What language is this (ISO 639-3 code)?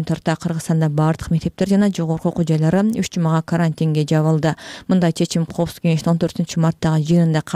kir